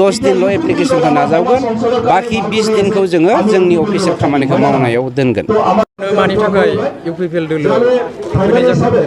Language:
Bodo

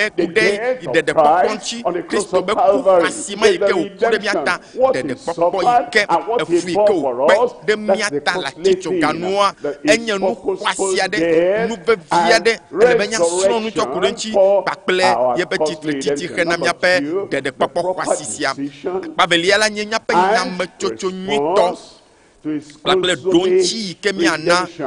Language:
Ewe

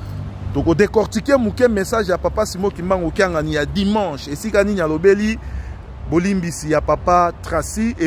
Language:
Lingala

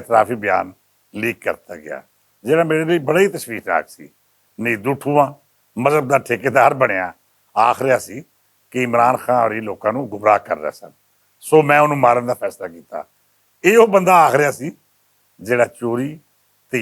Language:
Western Panjabi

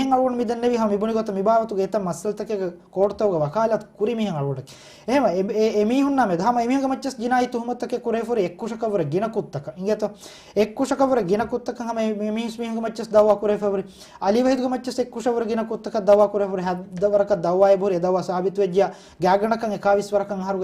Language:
Divehi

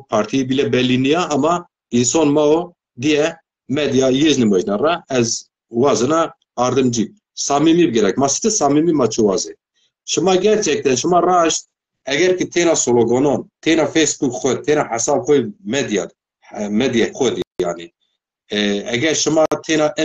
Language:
Zaza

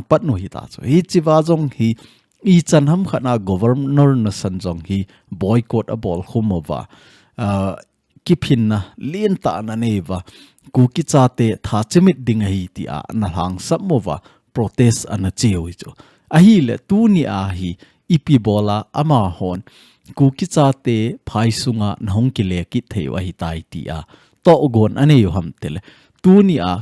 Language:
Thado Chin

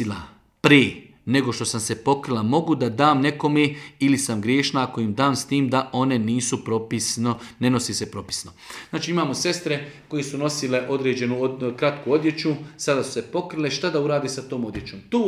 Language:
Bosnian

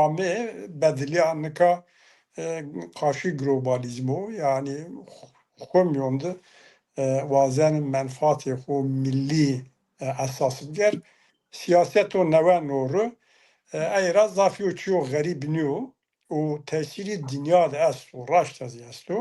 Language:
Zaza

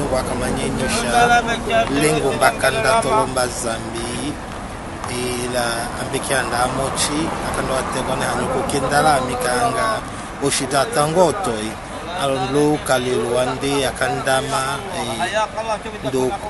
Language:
Tetela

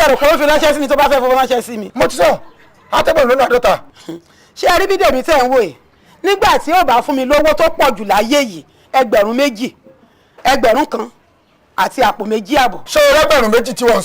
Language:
Yoruba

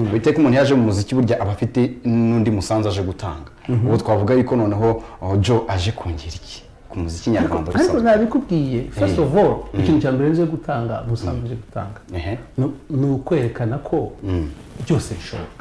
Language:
Kinyarwanda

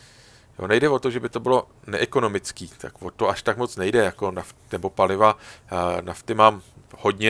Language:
Czech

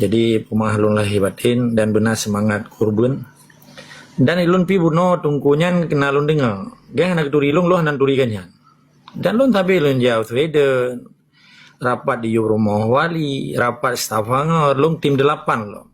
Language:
Achinese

